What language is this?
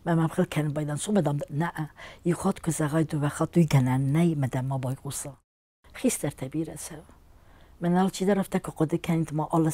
Ossetic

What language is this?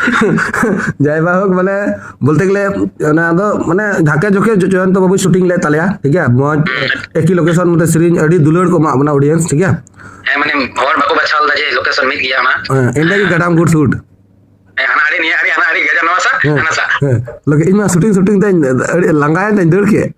Santali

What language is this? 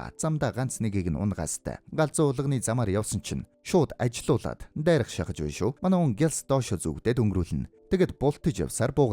Mongolian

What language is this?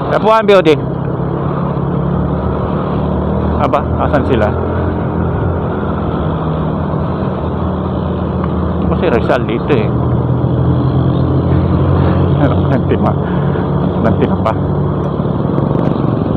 Filipino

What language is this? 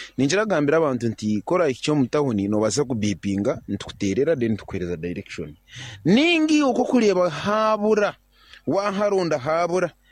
Nyankole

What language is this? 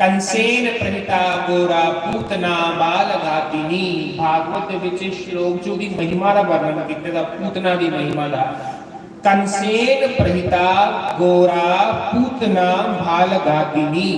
Dogri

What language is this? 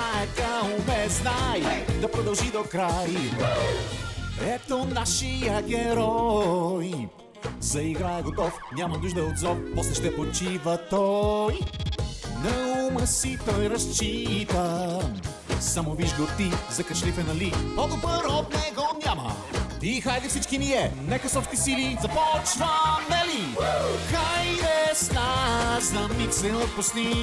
Bulgarian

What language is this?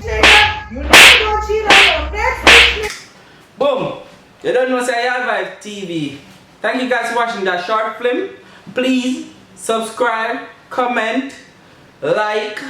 Jamaican Creole English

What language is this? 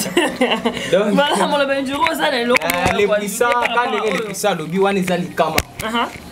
Lingala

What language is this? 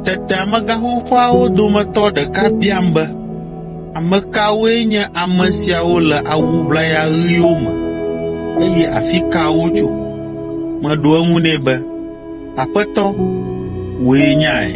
Ewe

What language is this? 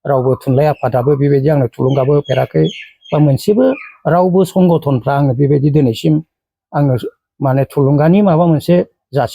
Bodo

